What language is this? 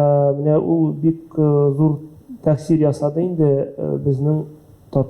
Tatar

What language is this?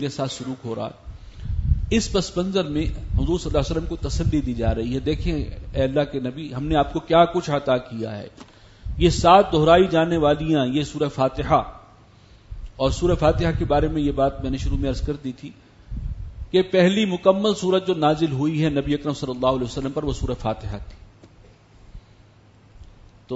Urdu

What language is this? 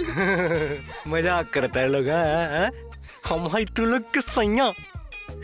Bhojpuri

